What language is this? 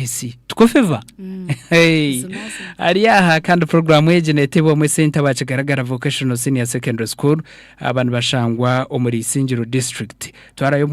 Nyankole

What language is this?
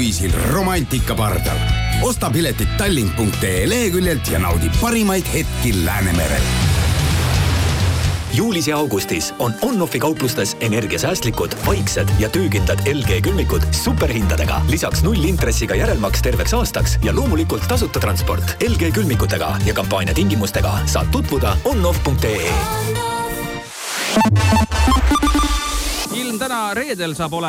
Estonian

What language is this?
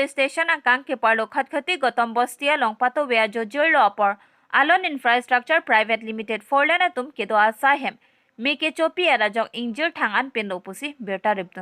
Karbi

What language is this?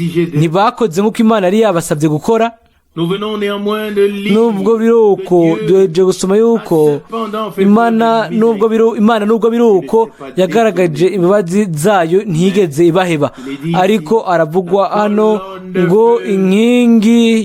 Rundi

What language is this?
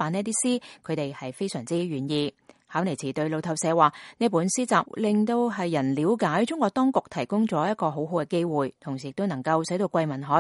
Cantonese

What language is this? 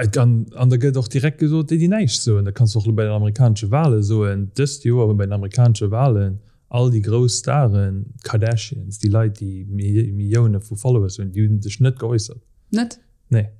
Luxembourgish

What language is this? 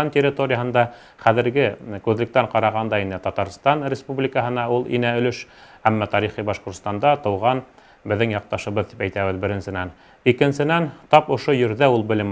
Bashkir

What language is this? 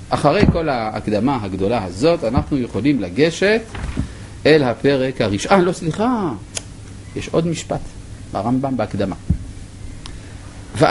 Hebrew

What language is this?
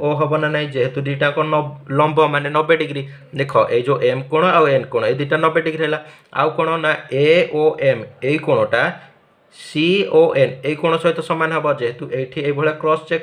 Odia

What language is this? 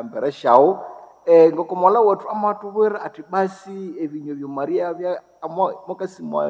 Nande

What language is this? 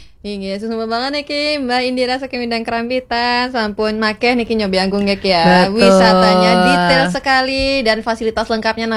Balinese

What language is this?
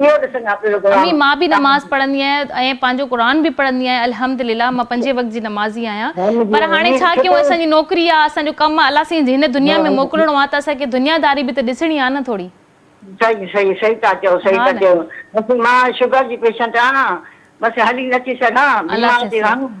Sindhi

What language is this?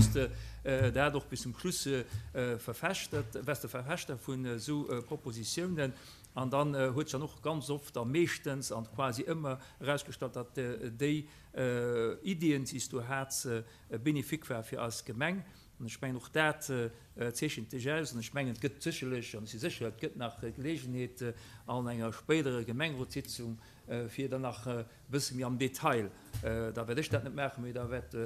Luxembourgish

